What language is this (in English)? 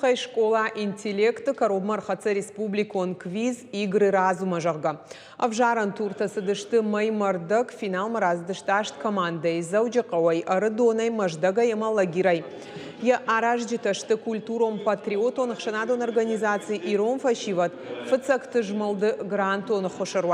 Ossetic